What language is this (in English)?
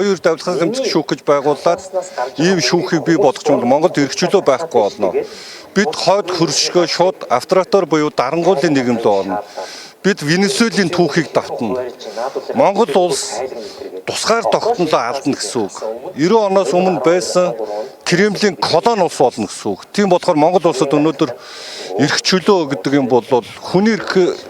Mongolian